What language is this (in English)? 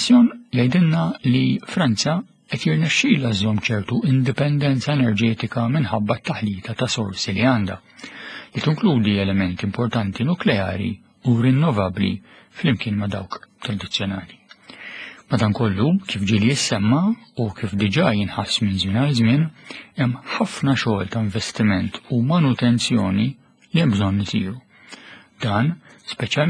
Maltese